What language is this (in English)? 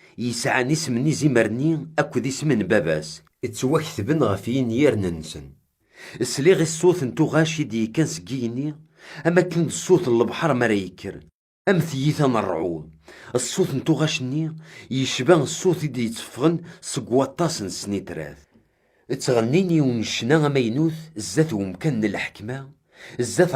Kabyle